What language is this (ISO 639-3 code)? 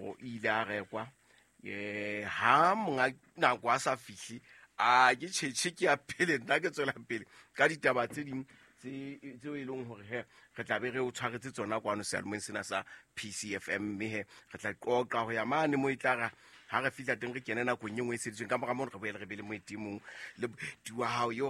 sot